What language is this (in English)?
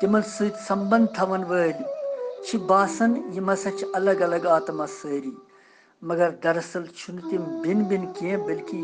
Kashmiri